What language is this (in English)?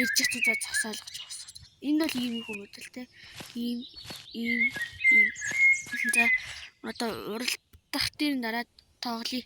Mongolian